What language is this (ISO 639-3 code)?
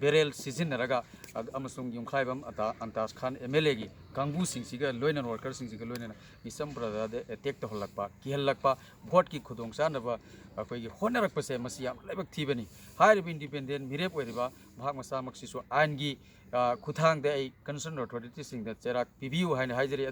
mni